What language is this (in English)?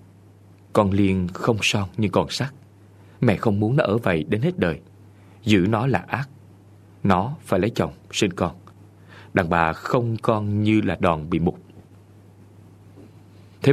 Vietnamese